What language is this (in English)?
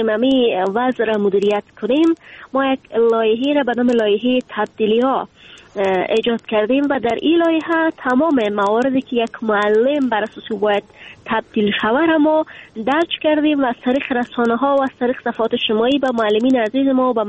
Persian